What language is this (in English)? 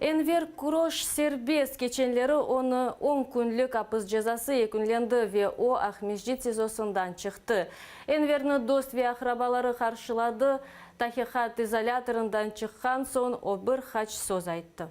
Crimean Tatar